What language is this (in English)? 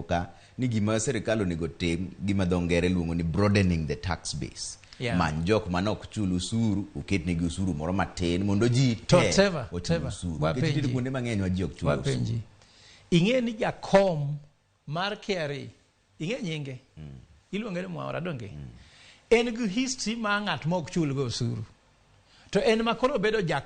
Luo (Kenya and Tanzania)